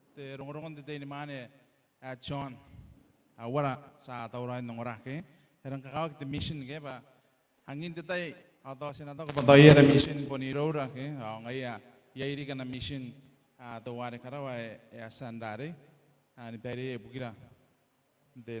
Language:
Gilbertese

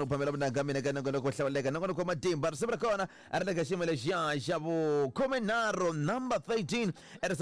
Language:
Tsonga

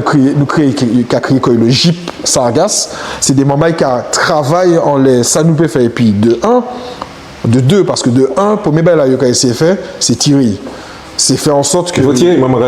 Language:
Guadeloupean Creole French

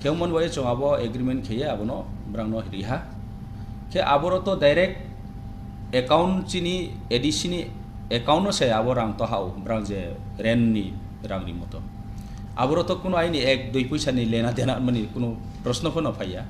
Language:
Riang (India)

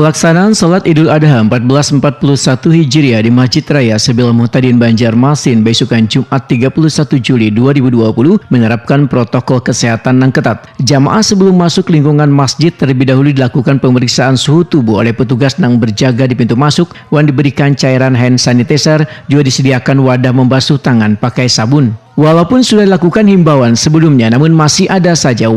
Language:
Banjar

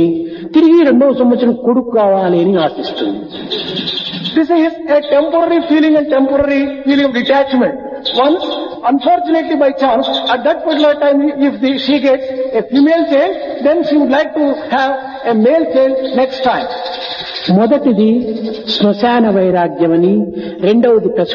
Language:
Telugu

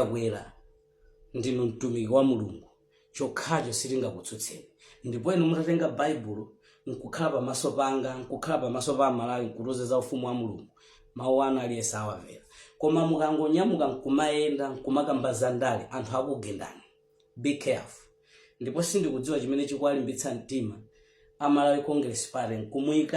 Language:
Nyanja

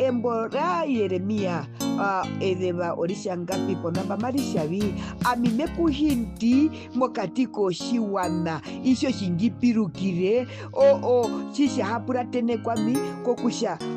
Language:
Herero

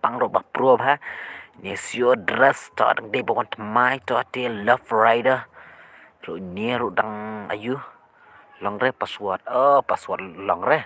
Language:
Khasi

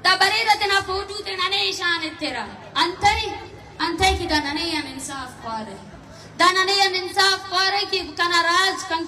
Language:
Brahui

